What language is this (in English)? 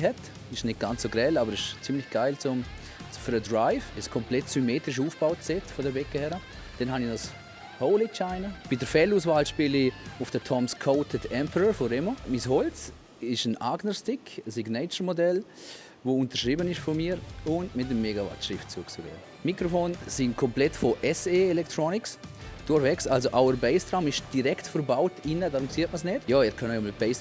Swiss German